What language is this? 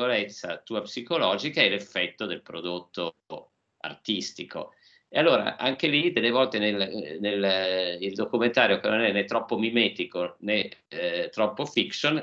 Italian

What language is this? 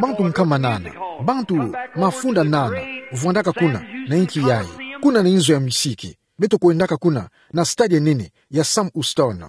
Kituba (Democratic Republic of Congo)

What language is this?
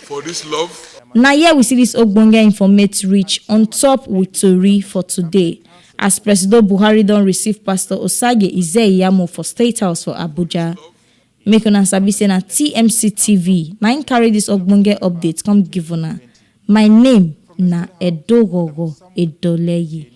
Nigerian Pidgin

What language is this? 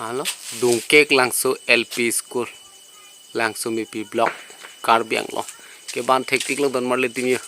Karbi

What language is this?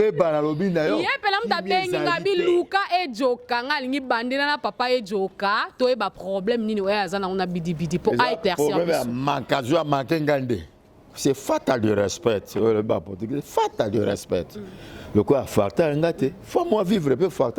Lingala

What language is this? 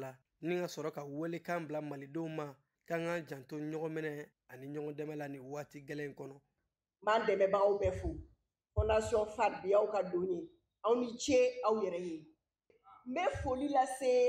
Bambara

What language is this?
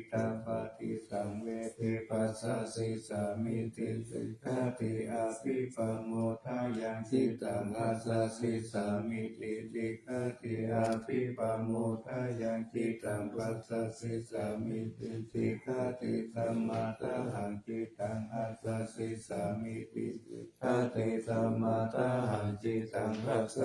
Pali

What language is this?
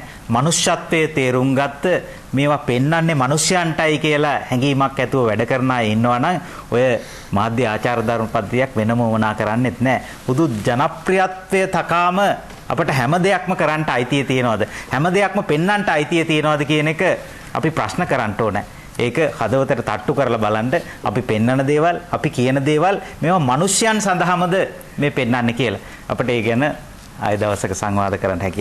Sinhala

